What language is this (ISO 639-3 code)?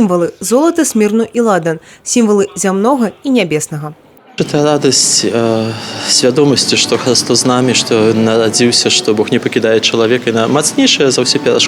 bel